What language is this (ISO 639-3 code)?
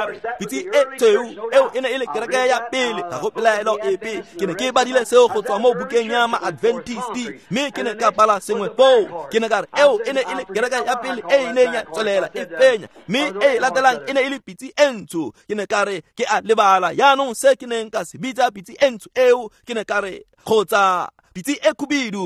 tsn